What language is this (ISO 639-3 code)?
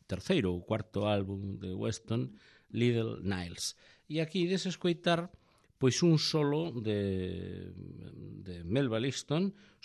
glg